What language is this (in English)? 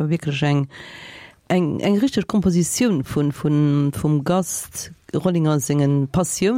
Luxembourgish